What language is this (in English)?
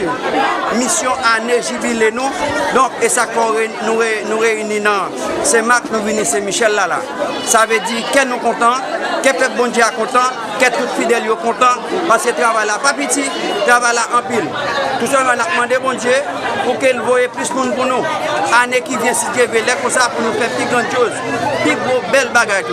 Haitian Creole